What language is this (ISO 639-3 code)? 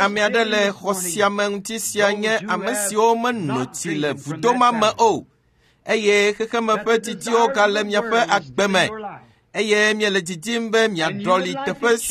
ewe